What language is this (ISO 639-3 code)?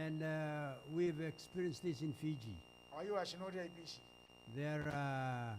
gil